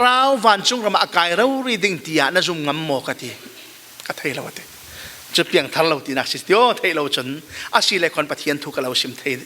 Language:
Falam Chin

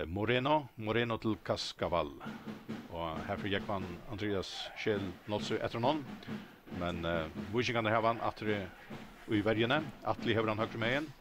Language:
Faroese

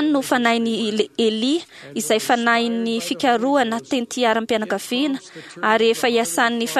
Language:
Malagasy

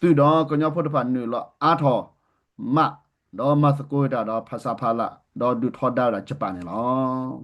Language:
S'gaw Karen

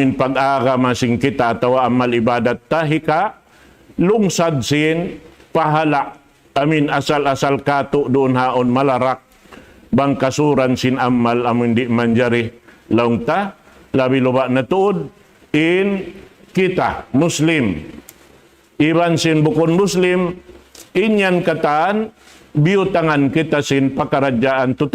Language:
Tausug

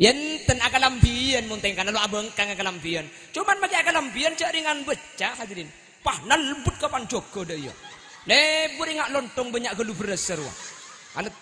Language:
Madurese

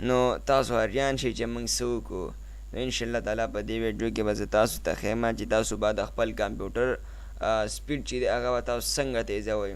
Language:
Pashto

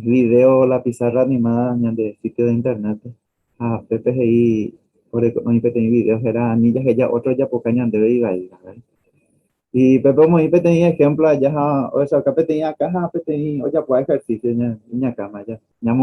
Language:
Guarani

